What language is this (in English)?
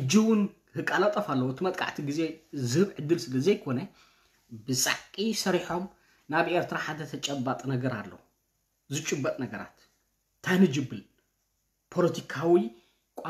Tigrinya